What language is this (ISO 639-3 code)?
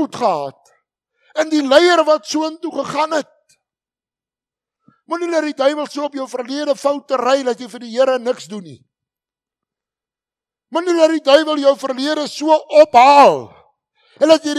afr